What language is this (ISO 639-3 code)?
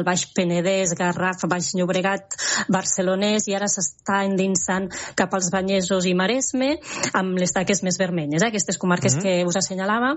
cat